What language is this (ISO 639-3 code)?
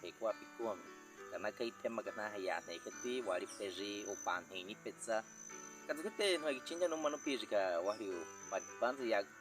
bwi